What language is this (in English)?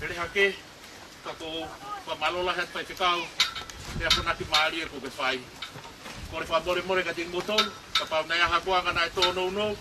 Tongan